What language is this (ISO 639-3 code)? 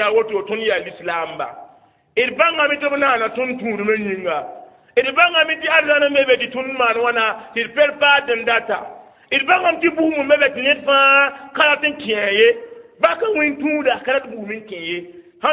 mos